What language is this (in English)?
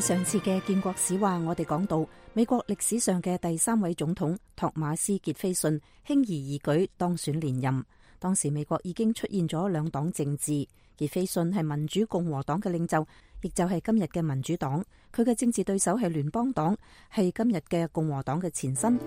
Cantonese